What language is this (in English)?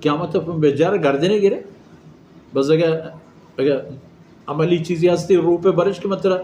Baluchi